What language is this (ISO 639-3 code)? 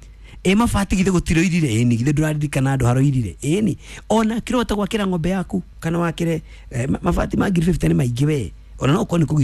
kik